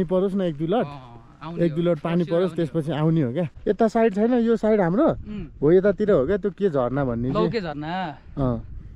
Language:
Nepali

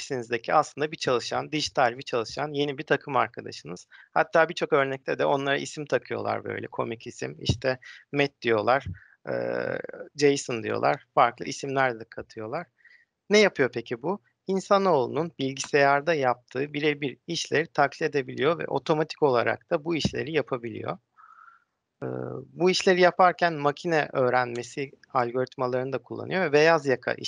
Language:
Turkish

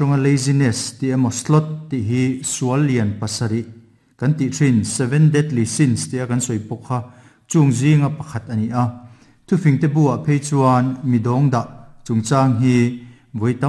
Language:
Mizo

